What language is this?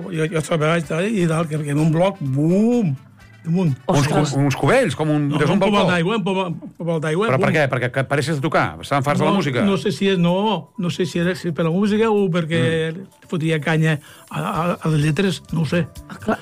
Catalan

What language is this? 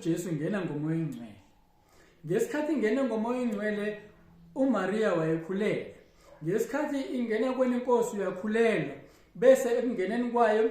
Zulu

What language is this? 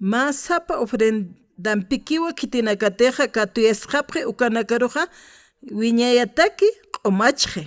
Aymara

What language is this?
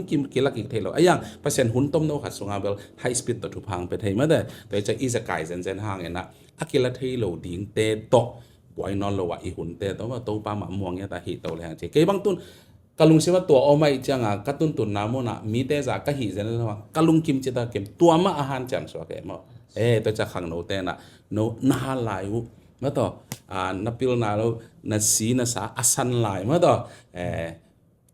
Tedim Chin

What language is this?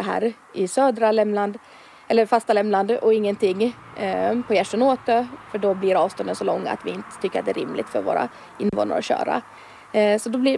Swedish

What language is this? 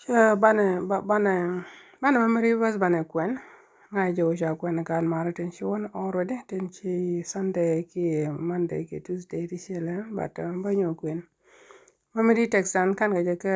Nuer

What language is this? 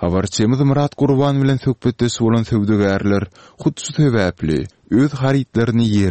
Turkmen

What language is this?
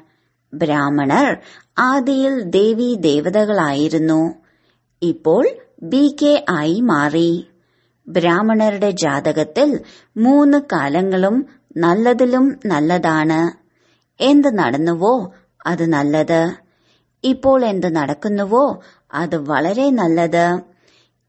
Malayalam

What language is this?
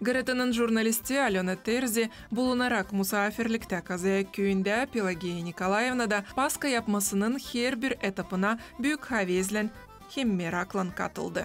Gagauz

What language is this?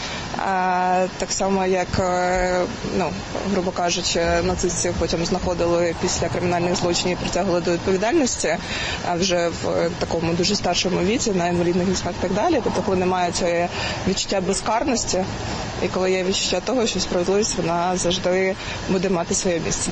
Ukrainian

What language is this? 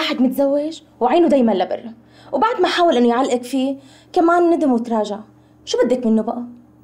North Levantine Arabic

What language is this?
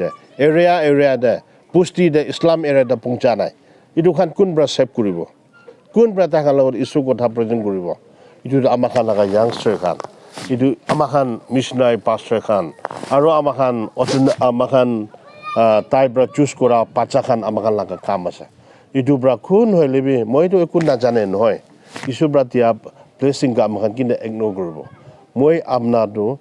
Naga Pidgin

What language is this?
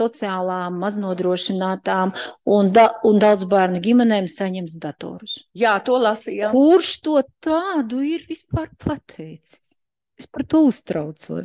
Latvian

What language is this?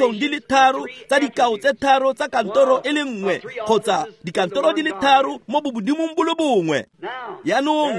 Tswana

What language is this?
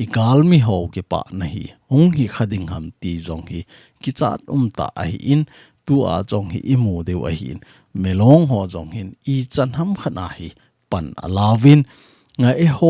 Thado Chin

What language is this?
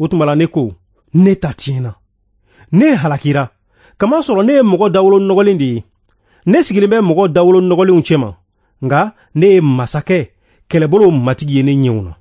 Bambara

